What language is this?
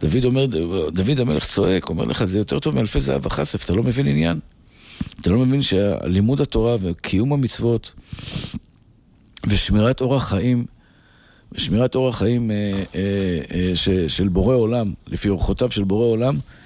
Hebrew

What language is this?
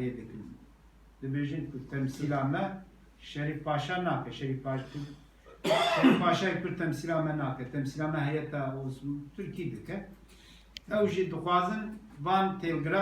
Kurdish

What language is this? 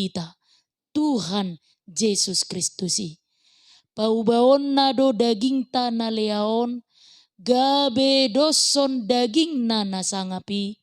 Batak Toba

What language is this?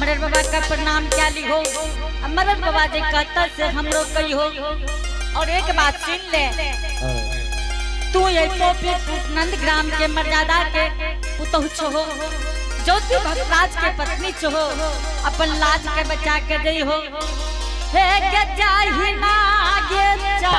Angika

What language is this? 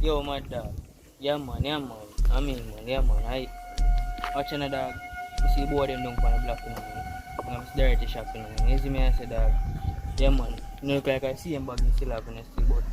Jamaican Creole English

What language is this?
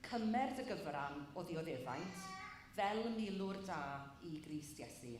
Welsh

